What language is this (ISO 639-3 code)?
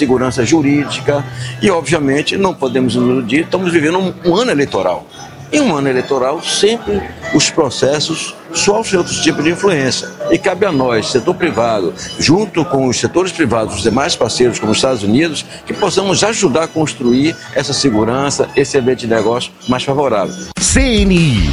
por